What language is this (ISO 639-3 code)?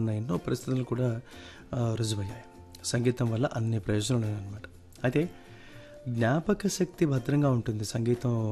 tel